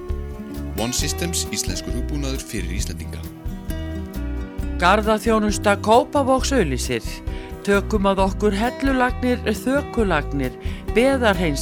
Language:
Icelandic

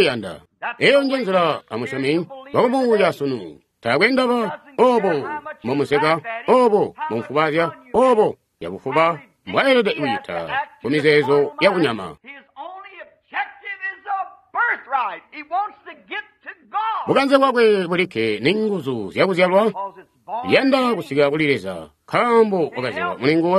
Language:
Tonga (Zambia)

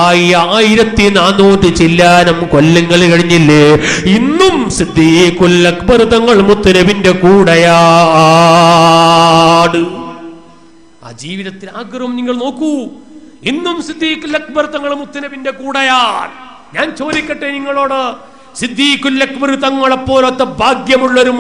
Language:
Malayalam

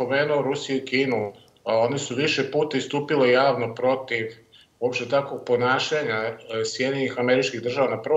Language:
Serbian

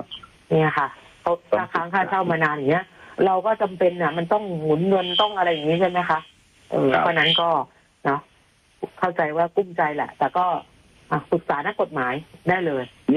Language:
Thai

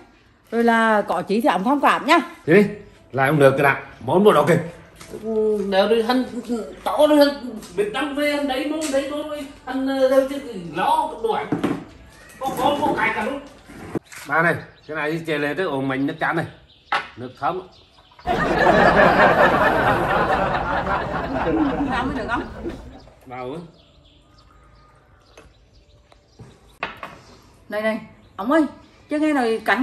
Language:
Vietnamese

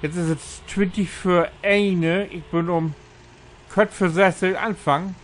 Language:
Low German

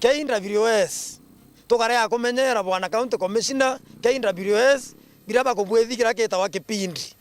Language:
Meru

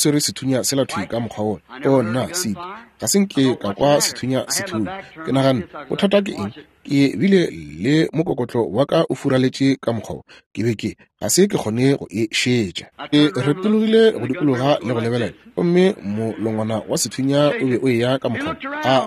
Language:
Northern Sotho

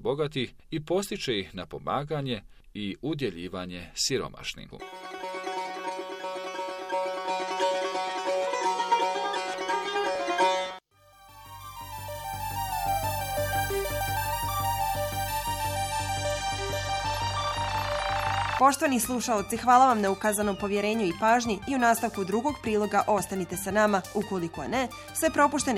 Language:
Bosnian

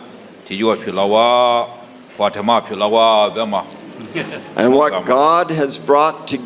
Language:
Lisu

